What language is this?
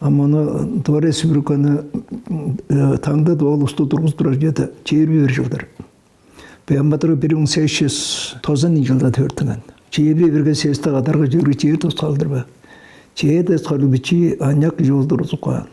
Tuvinian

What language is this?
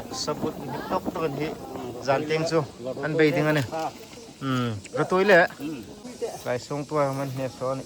Hmar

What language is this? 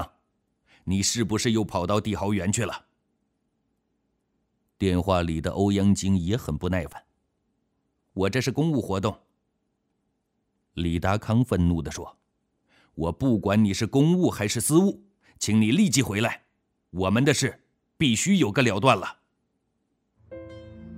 Chinese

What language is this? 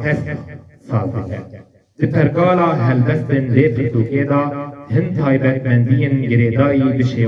Kurdish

